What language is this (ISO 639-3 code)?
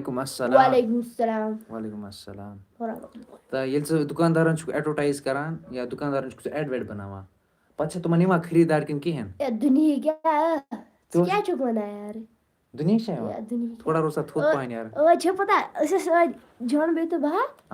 kas